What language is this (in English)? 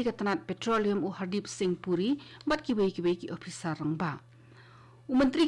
Khasi